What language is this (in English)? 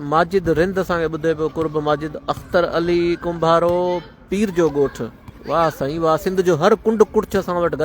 Sindhi